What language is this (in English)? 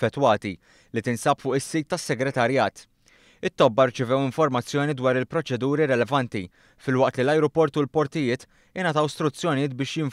Maltese